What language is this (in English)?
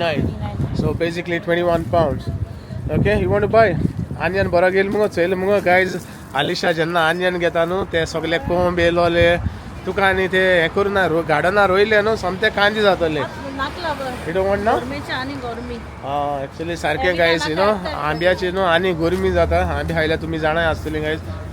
Konkani